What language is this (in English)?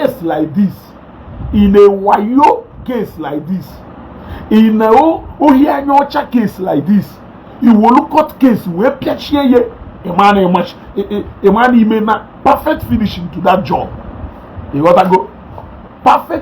Igbo